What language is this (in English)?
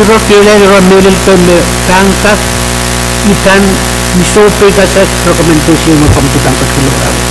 Pohnpeian